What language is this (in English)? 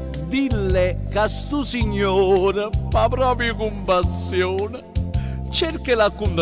Neapolitan